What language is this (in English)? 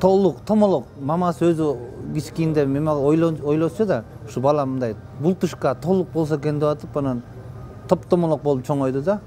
Kyrgyz